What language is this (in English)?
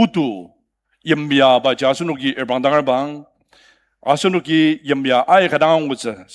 Ao Naga